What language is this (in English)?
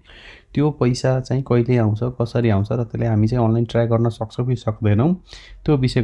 Nepali